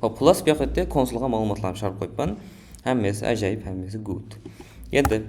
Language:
Kara-Kalpak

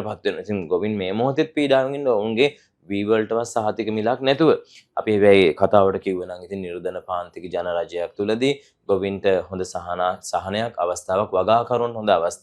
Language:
Sinhala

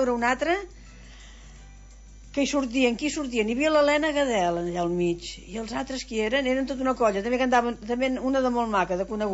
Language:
Catalan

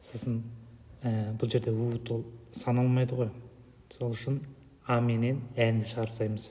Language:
Kazakh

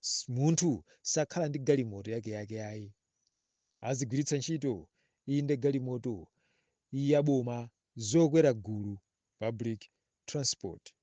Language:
Nyanja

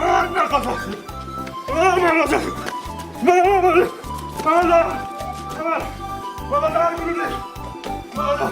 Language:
Ossetic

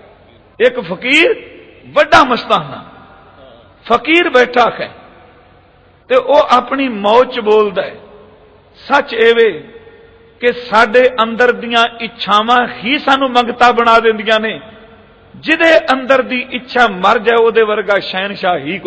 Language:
Punjabi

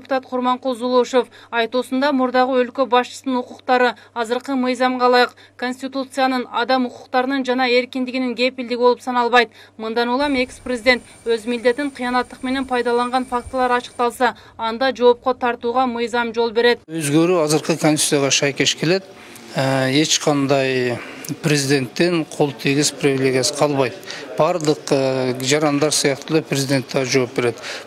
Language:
Kyrgyz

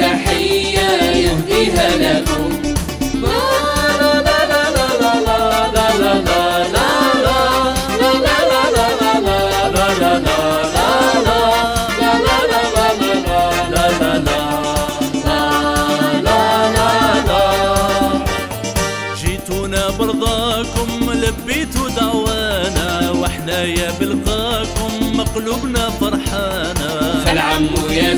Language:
Algerian Arabic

